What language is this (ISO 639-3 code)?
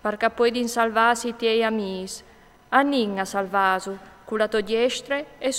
fur